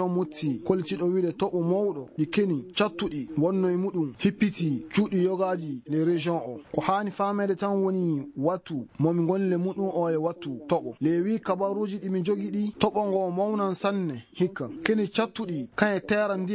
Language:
Fula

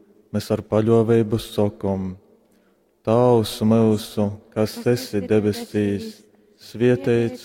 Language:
Latgalian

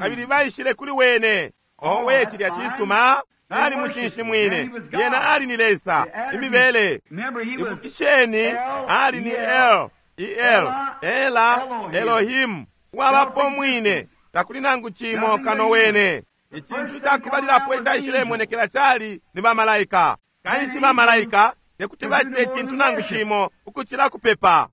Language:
Bemba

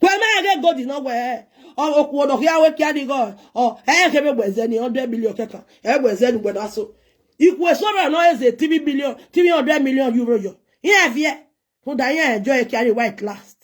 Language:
Nigerian Pidgin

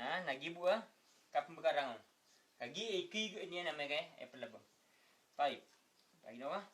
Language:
Maranao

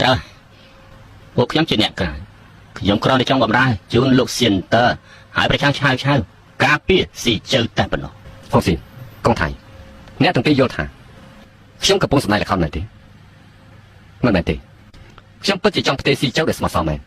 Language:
Khmer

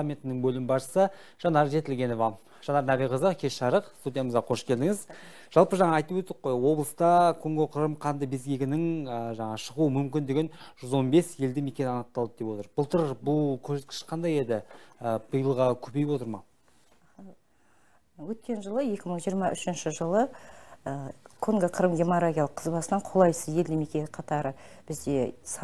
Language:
Kazakh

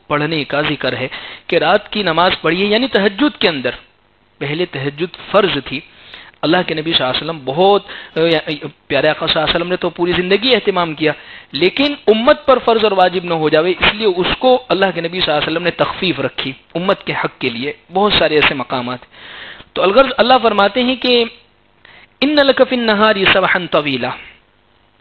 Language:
Urdu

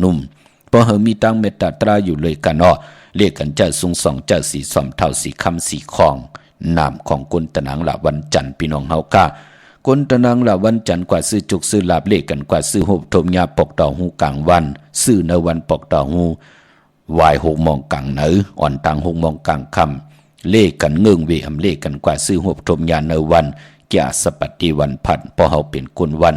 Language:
Shan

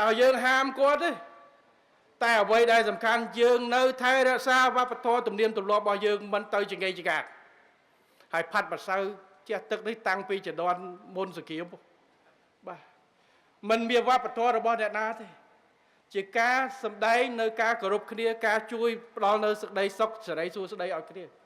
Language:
Khmer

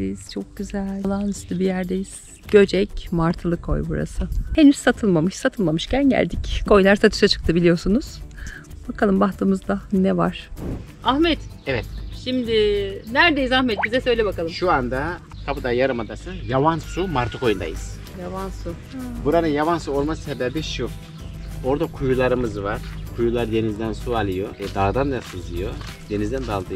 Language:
Turkish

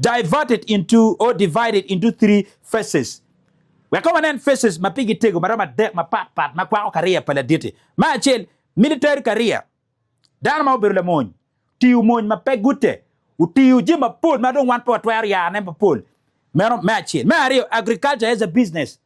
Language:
Acoli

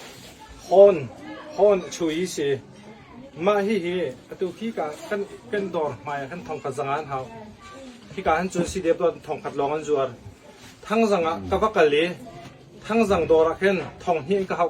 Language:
Hakha Chin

